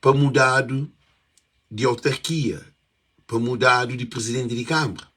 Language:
Kabuverdianu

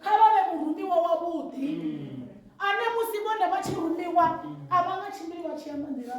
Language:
Venda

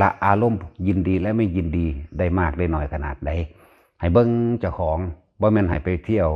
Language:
Northeastern Thai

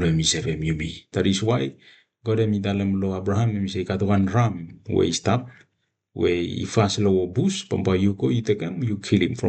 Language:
Bislama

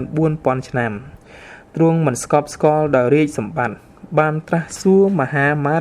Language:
Khmer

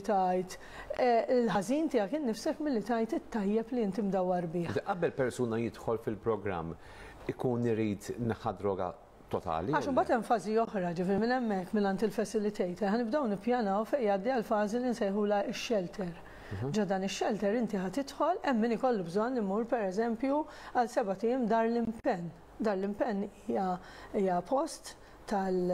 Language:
Maltese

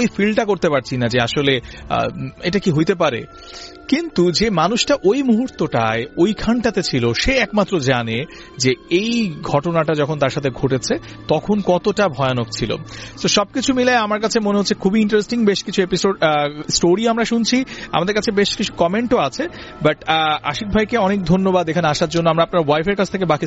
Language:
Bangla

